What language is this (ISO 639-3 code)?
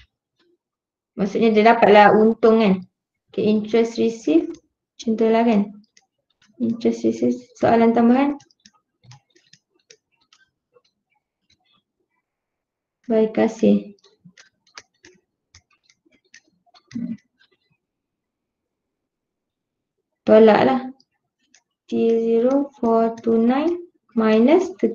msa